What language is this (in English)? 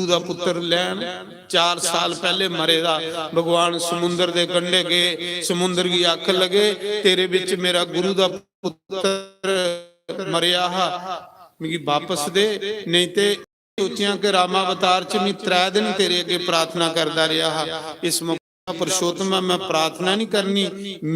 Dogri